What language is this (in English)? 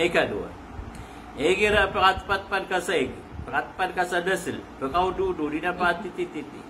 Maranao